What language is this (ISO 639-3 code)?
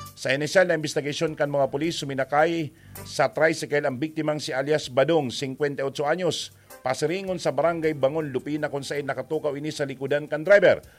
bik